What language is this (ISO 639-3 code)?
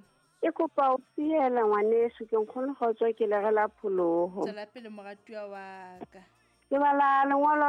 sot